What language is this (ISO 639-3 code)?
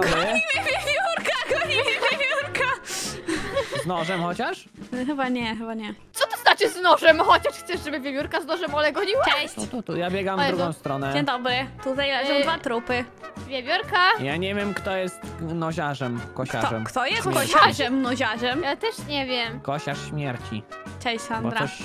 pol